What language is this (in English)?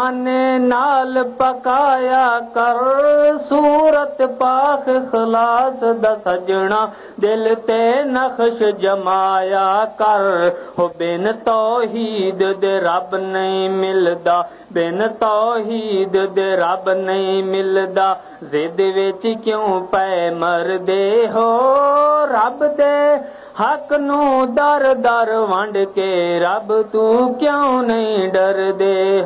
Western Panjabi